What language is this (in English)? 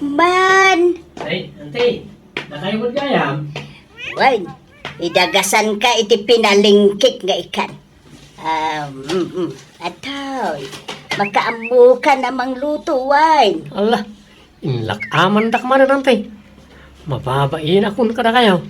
Iloko